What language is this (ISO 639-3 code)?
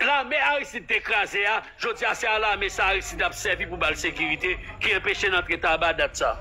hat